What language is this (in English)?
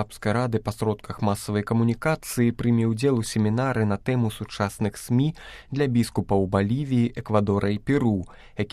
Belarusian